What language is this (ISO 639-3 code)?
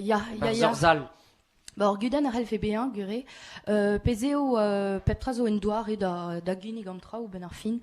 bre